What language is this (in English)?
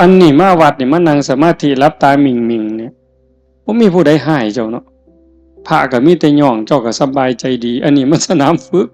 Northeastern Thai